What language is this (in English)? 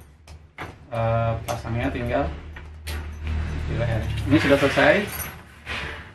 Indonesian